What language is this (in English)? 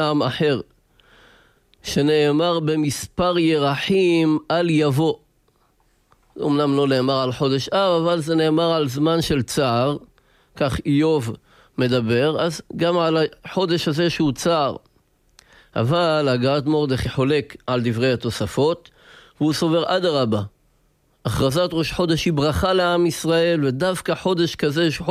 Hebrew